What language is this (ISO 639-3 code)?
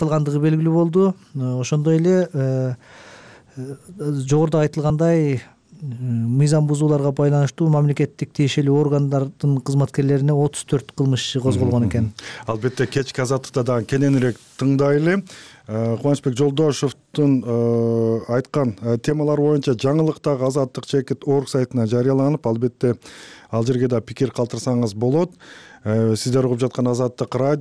kir